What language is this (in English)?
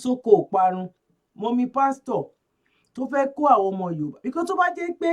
Yoruba